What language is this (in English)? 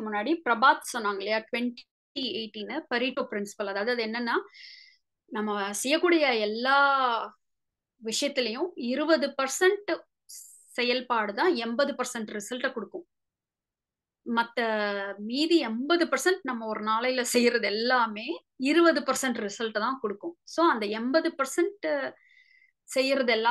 Tamil